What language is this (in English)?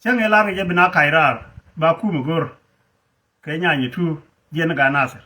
Nuer